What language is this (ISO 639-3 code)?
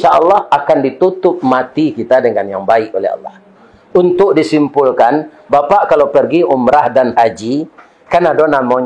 min